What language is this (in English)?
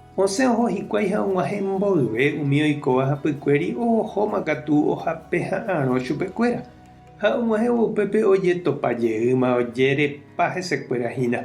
Guarani